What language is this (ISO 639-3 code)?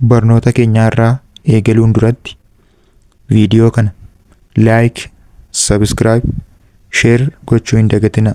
orm